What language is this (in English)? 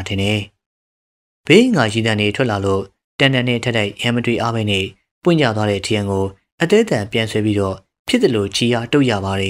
Burmese